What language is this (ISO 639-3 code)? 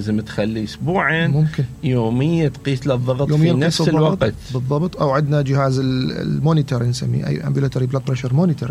acm